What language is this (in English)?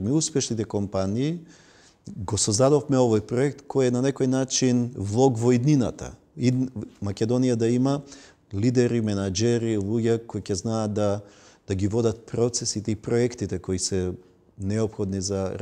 Macedonian